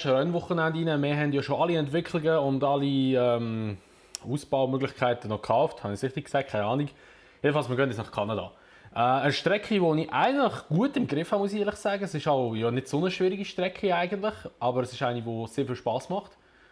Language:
Swiss German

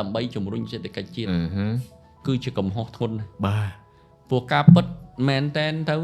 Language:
Khmer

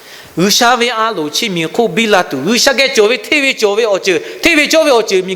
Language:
Lahu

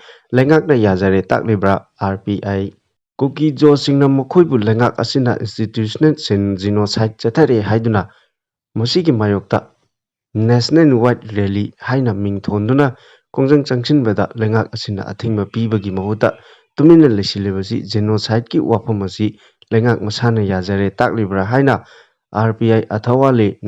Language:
Manipuri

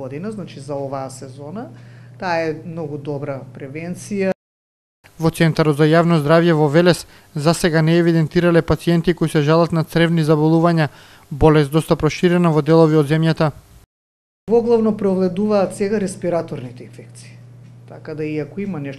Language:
Macedonian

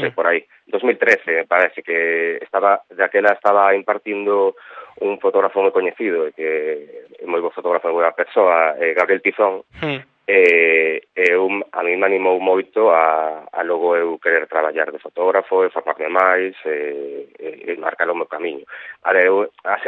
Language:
Galician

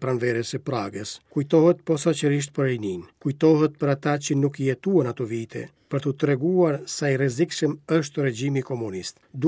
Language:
Albanian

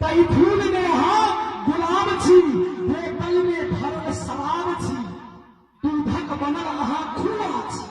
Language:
Maithili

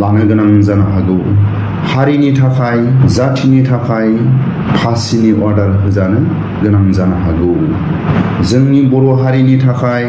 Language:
Bodo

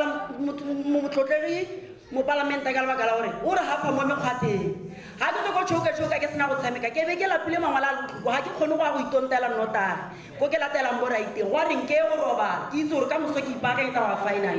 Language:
Tswana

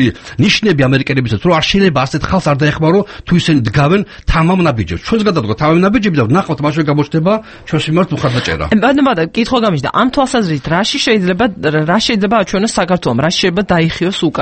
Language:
Georgian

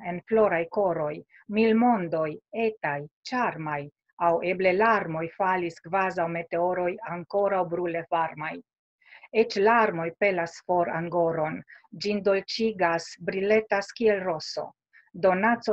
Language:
Esperanto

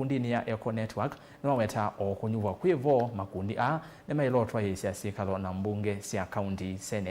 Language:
Kamba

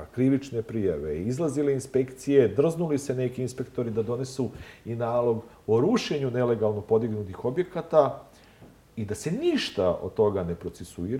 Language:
Serbian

